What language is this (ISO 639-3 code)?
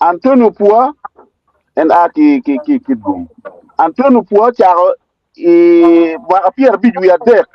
ach